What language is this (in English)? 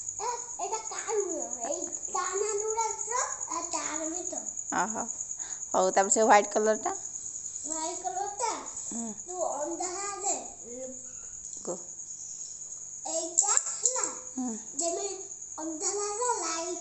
Odia